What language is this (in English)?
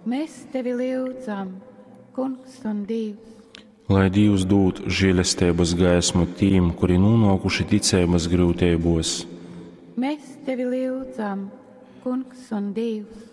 Latgalian